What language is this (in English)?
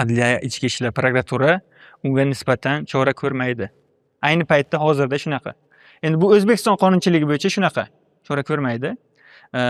Uzbek